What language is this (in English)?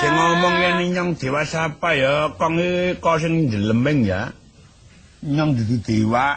Javanese